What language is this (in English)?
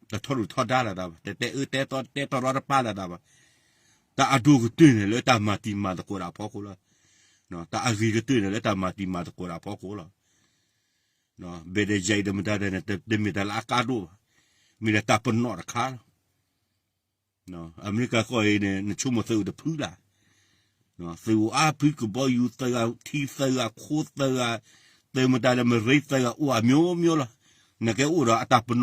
S'gaw Karen